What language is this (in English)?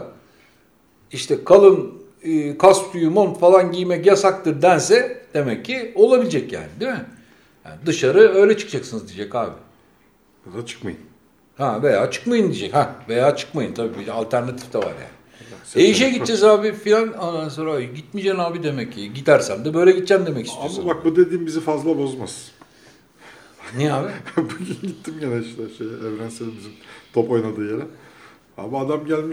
Turkish